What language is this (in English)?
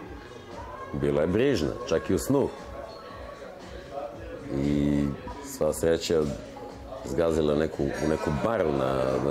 Serbian